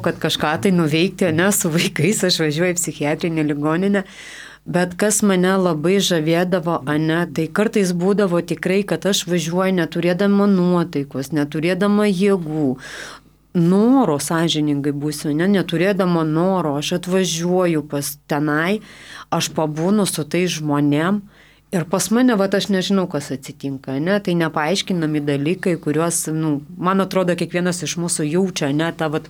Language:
Lithuanian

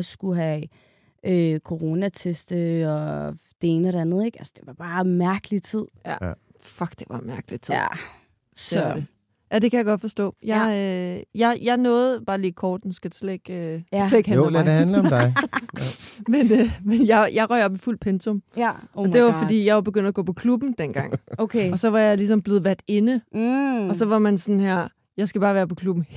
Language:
Danish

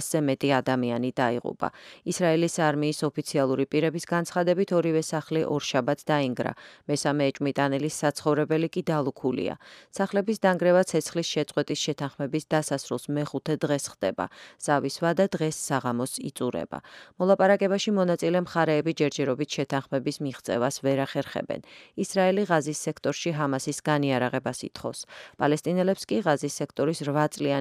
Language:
Georgian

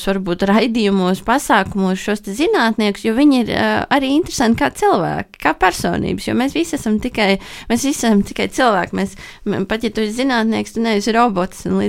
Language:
Latvian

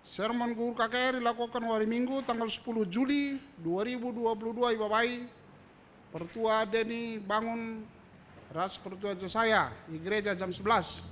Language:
Batak Karo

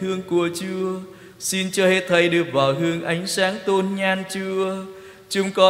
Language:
Vietnamese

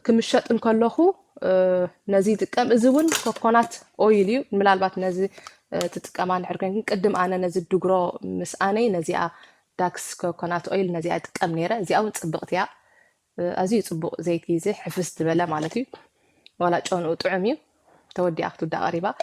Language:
Tigrinya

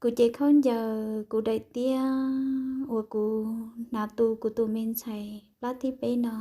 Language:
Hmong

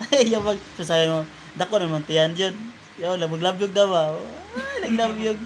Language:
Cebuano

